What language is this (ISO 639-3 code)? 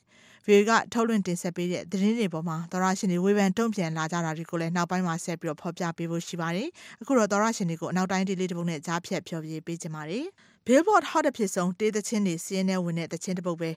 mya